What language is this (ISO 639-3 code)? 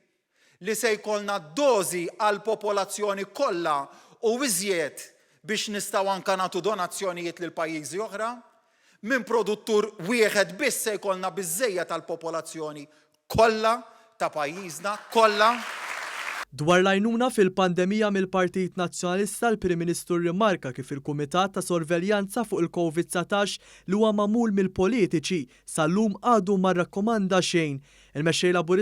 mlt